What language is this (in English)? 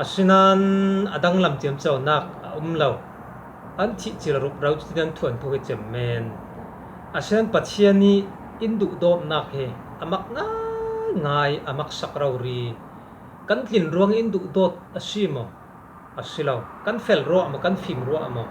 Falam Chin